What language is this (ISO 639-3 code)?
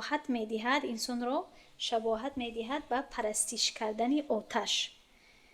tgk